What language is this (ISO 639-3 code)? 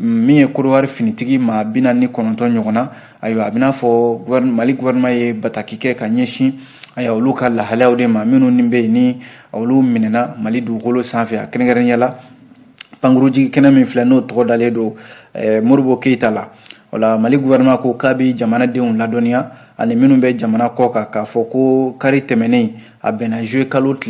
bam